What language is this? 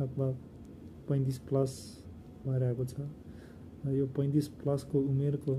Nepali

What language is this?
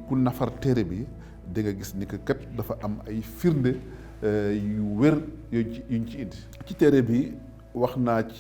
Wolof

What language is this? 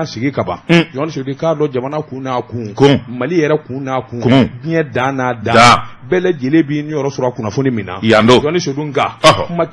Bambara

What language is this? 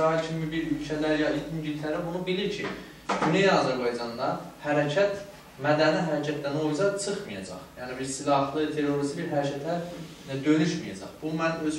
South Azerbaijani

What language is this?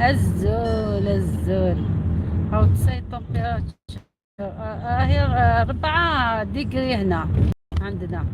Algerian Arabic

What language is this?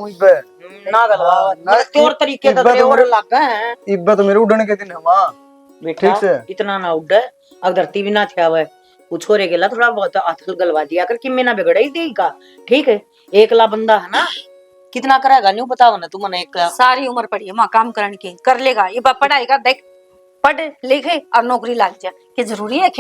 Haryanvi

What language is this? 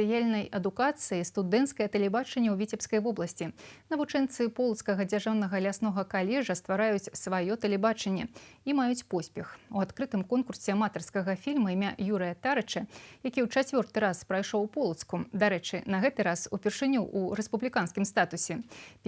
Belarusian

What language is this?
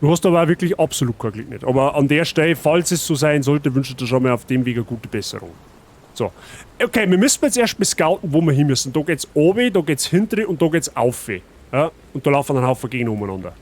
Bavarian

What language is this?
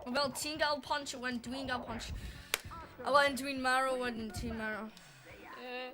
Welsh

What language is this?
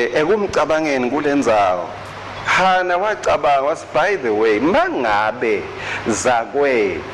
Swati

